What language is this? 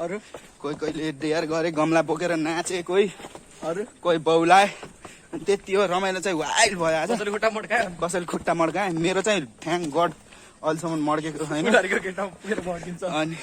Nepali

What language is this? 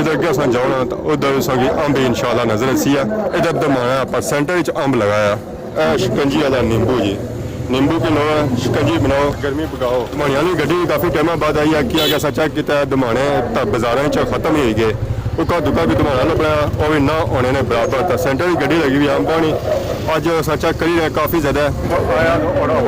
Pahari-Potwari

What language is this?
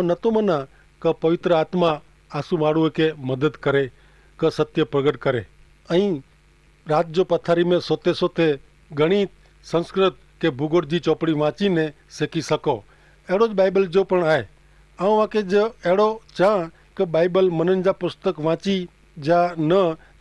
Kachhi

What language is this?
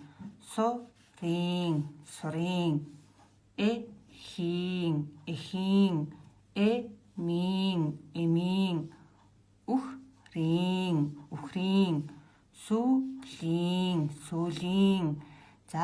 Mongolian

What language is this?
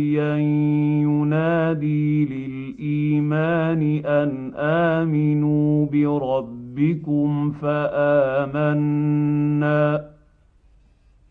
Arabic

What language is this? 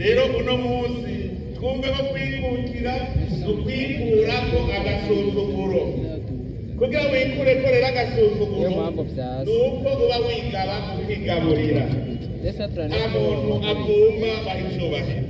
Rundi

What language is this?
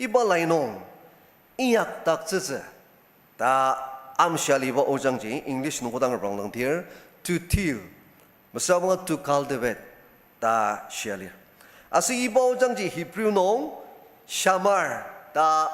Ao Naga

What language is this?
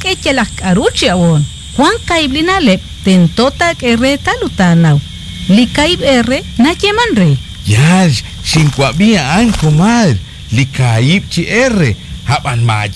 Kekchí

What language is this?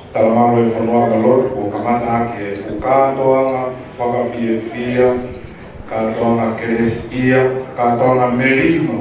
Tongan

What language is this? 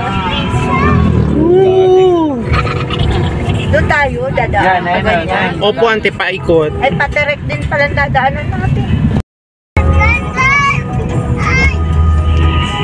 Filipino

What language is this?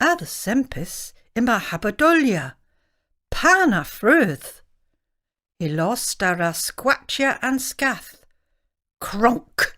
Cornish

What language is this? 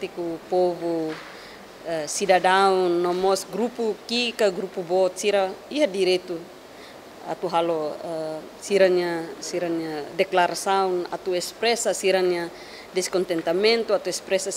Tetum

